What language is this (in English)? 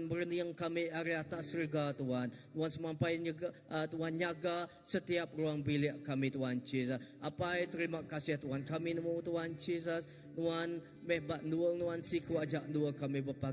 Iban